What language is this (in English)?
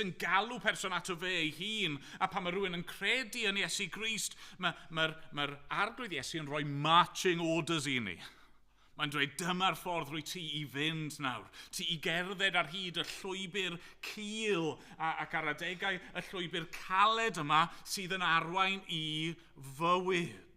Welsh